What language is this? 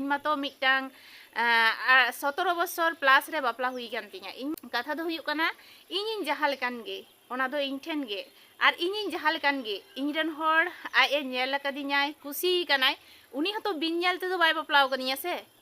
Santali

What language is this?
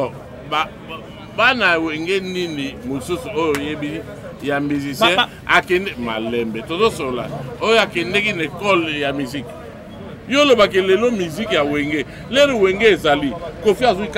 Lingala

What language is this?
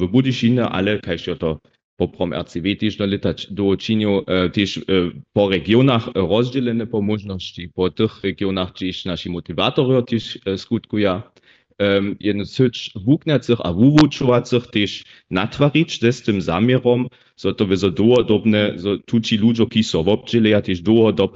Upper Sorbian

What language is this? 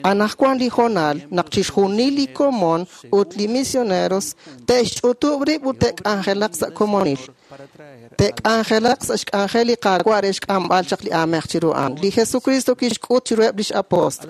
Kekchí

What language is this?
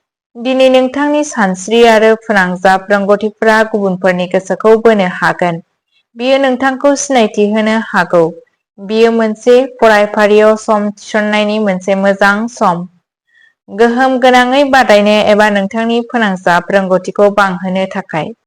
Bodo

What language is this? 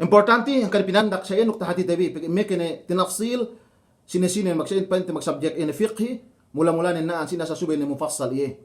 Yakan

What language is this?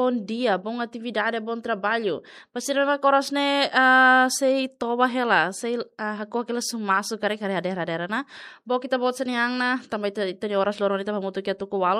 Tetum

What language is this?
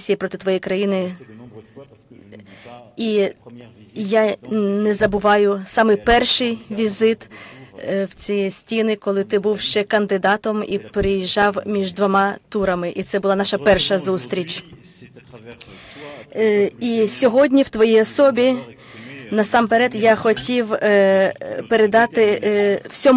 Ukrainian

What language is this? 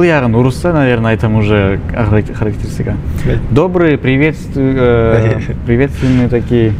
Bashkir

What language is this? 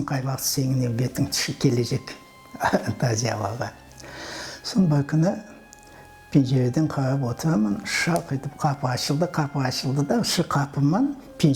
Crimean Tatar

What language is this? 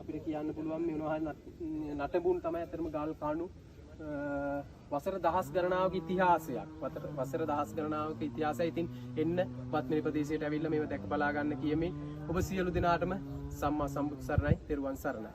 Sinhala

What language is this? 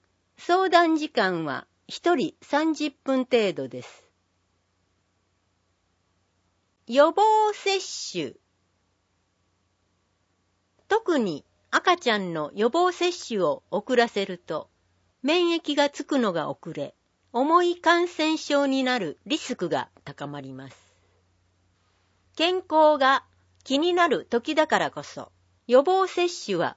Japanese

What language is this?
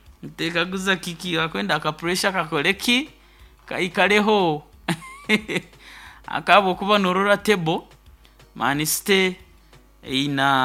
Nyoro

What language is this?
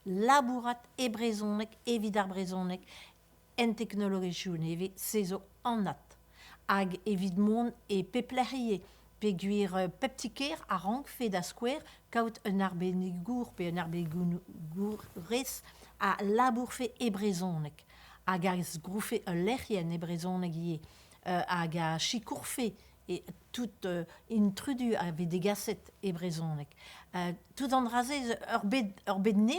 Breton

